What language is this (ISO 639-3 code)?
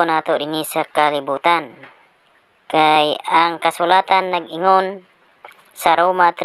ceb